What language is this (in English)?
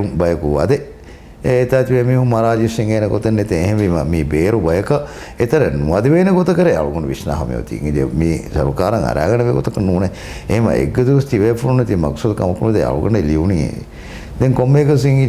Divehi